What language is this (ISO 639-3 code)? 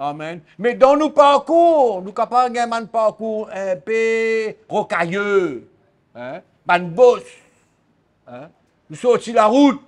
mfe